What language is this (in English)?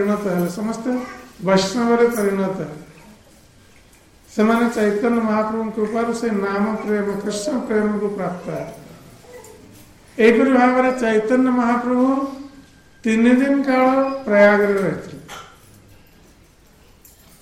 Odia